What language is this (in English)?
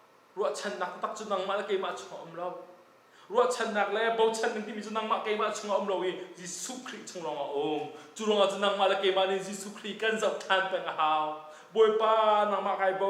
Hakha Chin